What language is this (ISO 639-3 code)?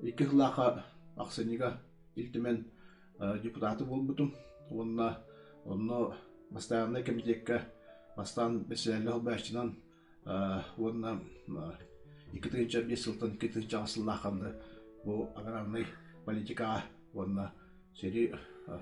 sah